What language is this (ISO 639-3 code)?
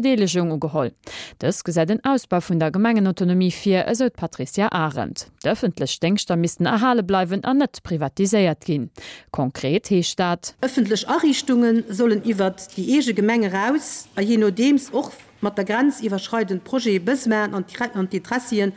ltz